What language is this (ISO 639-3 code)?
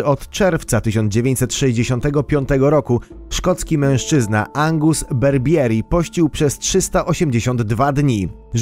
pol